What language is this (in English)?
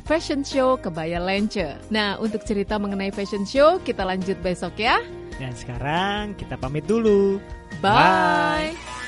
Indonesian